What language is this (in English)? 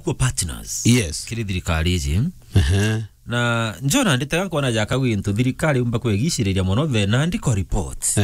Meru